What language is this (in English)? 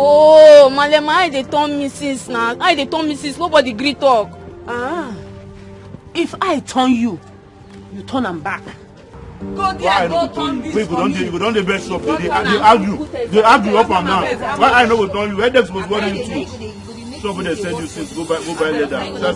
Nigerian Pidgin